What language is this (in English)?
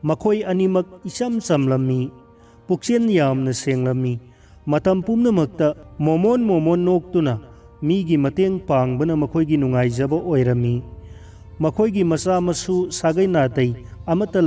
Manipuri